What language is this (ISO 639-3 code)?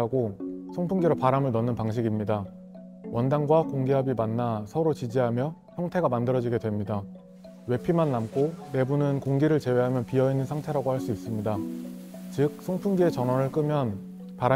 kor